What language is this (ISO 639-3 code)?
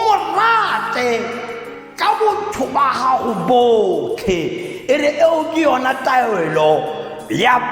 tsn